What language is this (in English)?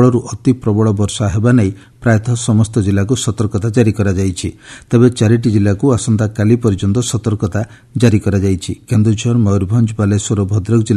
Odia